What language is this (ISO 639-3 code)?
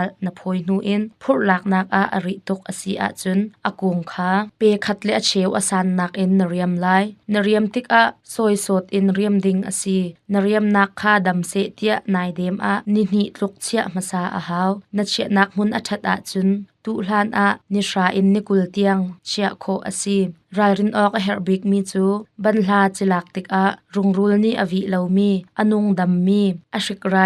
cnh